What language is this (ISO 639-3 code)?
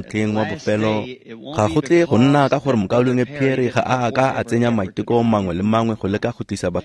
tsn